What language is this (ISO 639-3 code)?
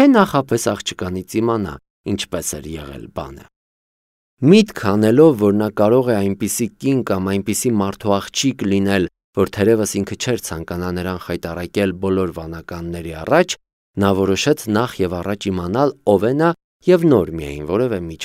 hye